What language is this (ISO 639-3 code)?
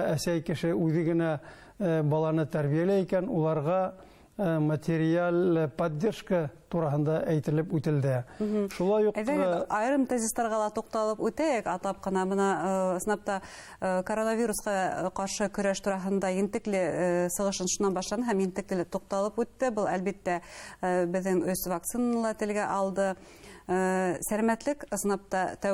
bak